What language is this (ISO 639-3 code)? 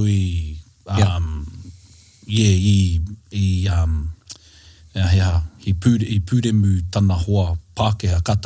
mri